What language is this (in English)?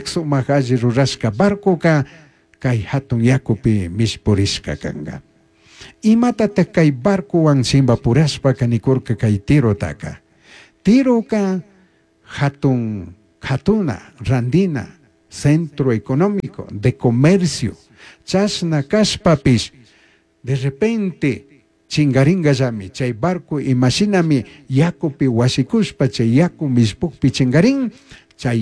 Chimborazo Highland Quichua